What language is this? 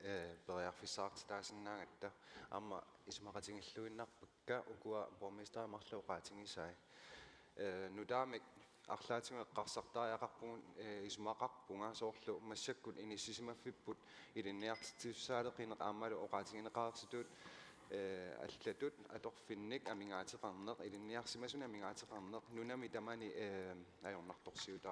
Kalaallisut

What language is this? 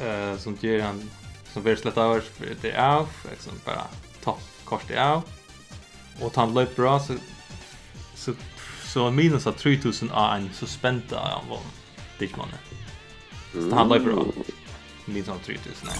Faroese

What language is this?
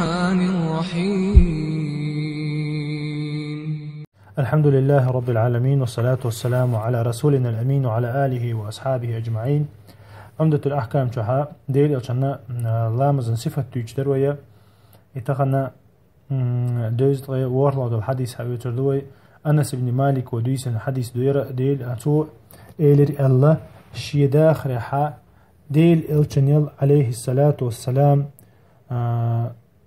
Chechen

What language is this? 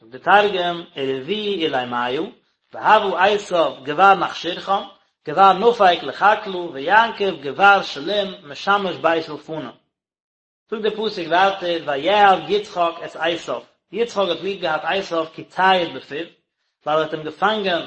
Yiddish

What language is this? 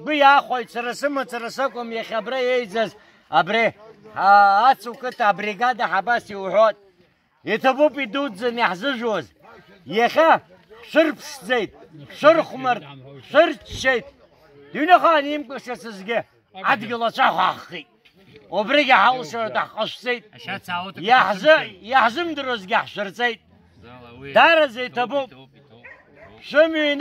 Abkhazian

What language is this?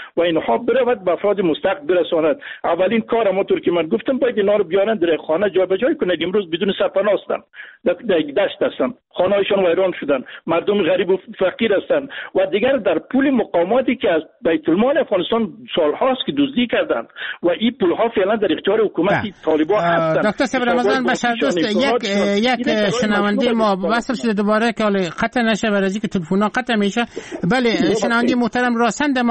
Persian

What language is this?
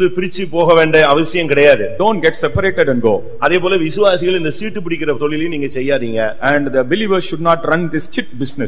Tamil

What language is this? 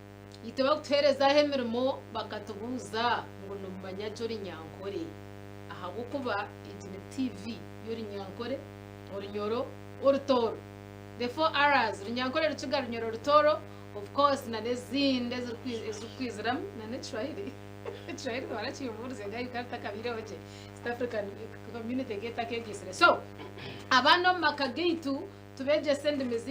Nyankole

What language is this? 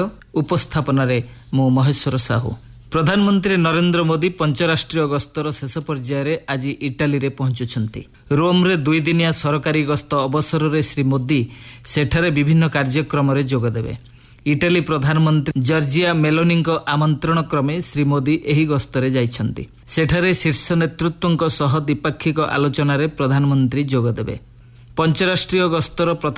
Odia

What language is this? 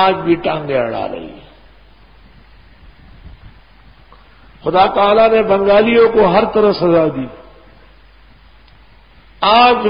Urdu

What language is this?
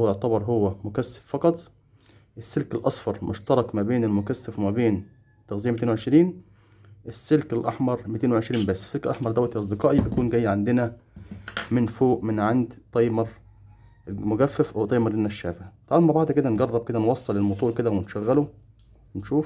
Egyptian Arabic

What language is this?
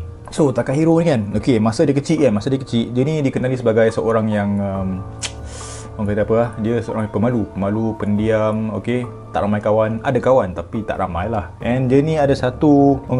Malay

